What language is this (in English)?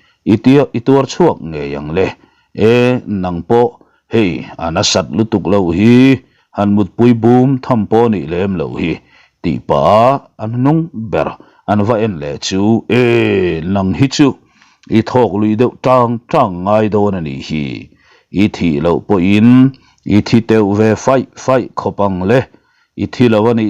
Mizo